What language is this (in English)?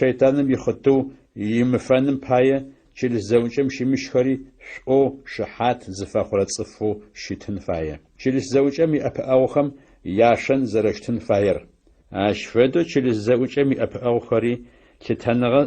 Adyghe